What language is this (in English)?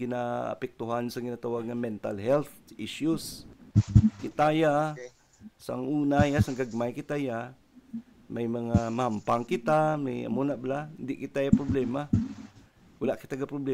Hiligaynon